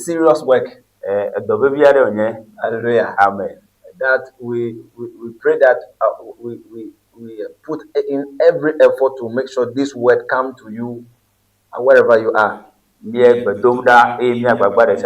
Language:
Ewe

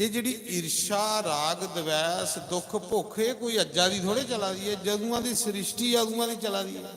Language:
Dogri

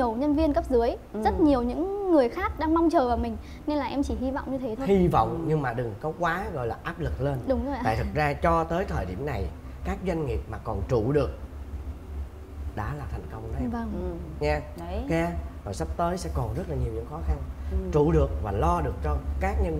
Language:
Vietnamese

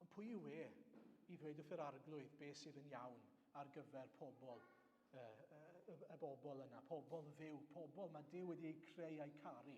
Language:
Welsh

